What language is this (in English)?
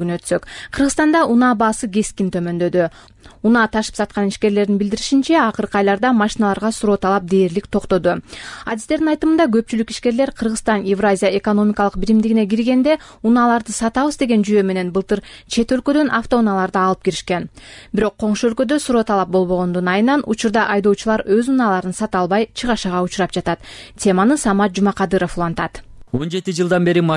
Kyrgyz